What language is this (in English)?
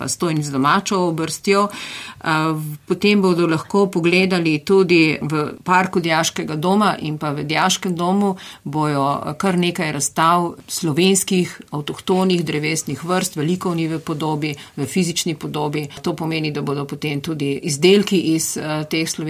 Slovenian